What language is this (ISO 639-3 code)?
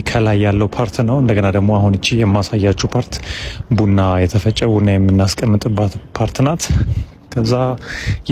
amh